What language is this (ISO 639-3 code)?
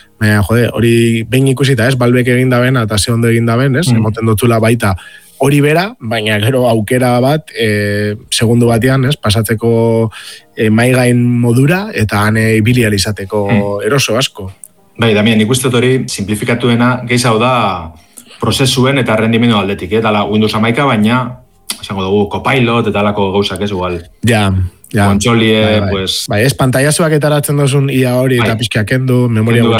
eus